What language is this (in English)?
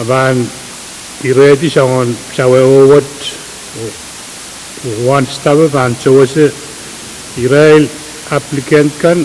Pohnpeian